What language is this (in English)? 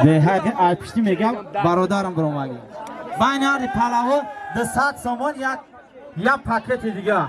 Tajik